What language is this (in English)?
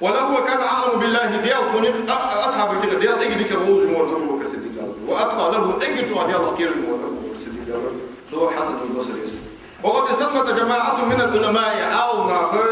Ingush